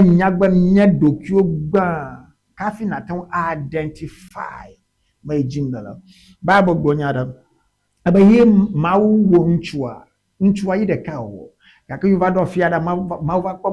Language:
Ewe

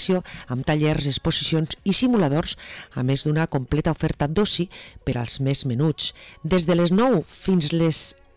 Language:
Catalan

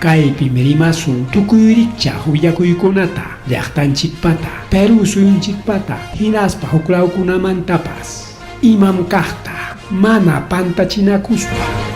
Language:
Ayacucho Quechua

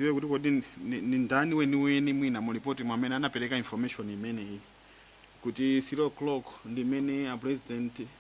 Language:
Nyanja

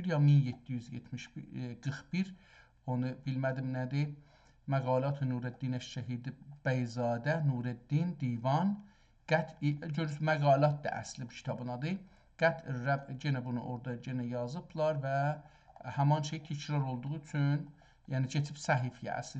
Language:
South Azerbaijani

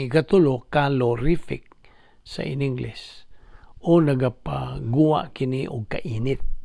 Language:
Cebuano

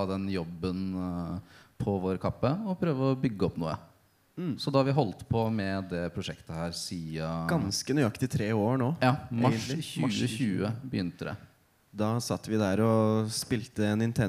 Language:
Norwegian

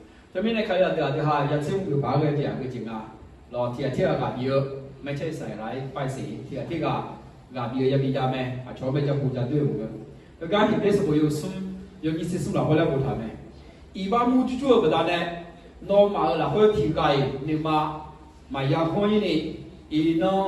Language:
Akha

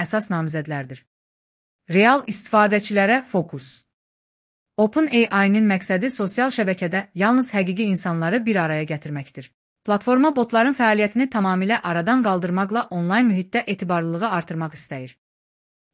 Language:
Azerbaijani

